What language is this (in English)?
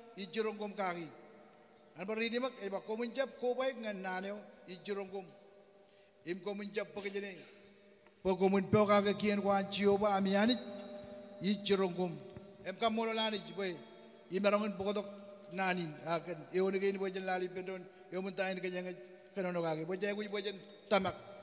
Marshallese